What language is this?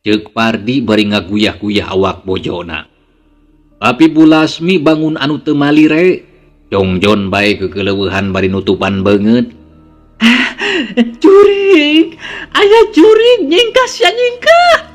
Sundanese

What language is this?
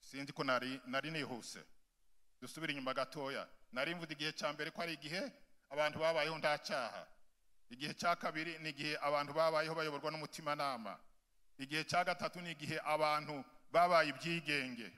Kinyarwanda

